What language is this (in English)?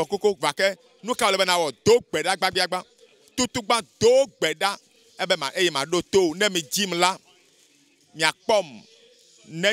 Ewe